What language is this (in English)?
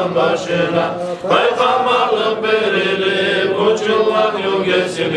Kumyk